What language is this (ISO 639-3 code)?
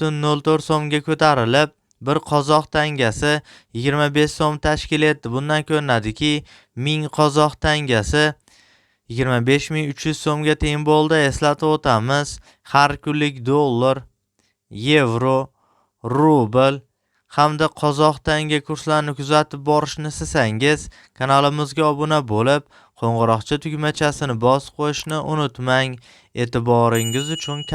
uzb